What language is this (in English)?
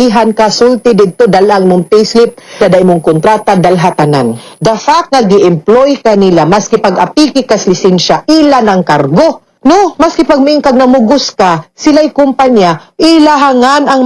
Cebuano